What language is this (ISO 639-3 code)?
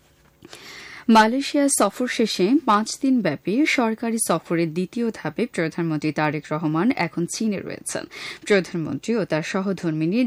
ben